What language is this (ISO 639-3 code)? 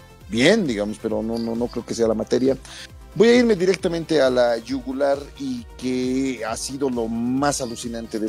spa